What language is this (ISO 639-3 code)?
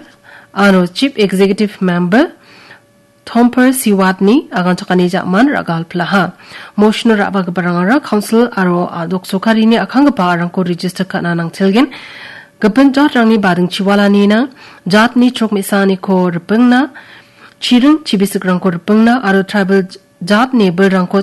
grt